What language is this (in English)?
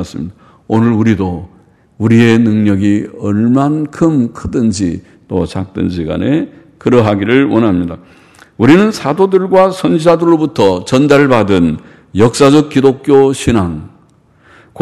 Korean